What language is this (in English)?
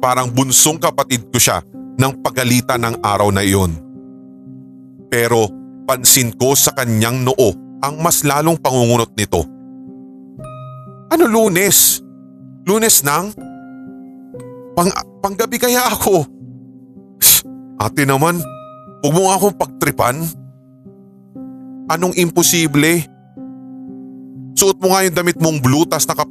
Filipino